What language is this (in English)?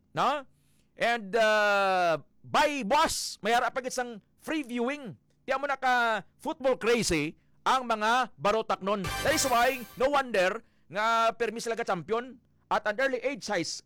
Hiligaynon